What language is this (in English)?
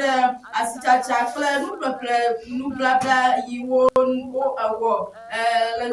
Ewe